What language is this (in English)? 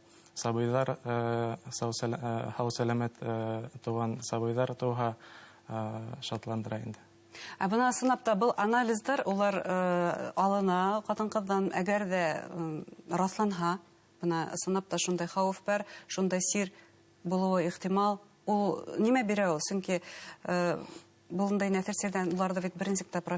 Bashkir